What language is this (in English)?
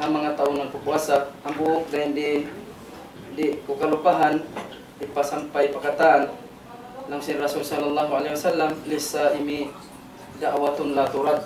Tausug